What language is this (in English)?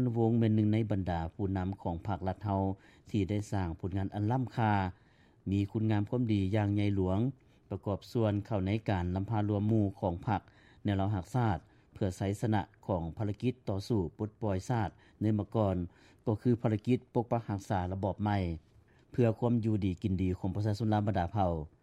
Lao